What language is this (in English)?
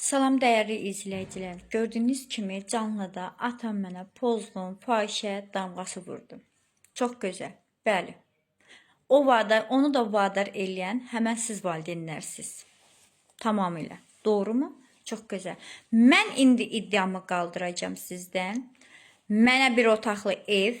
Azerbaijani